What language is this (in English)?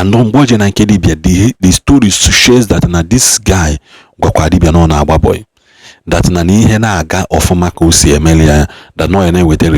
Igbo